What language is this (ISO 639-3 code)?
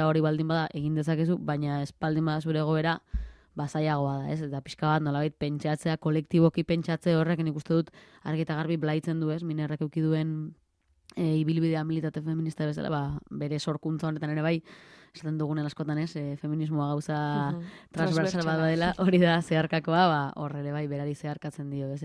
eus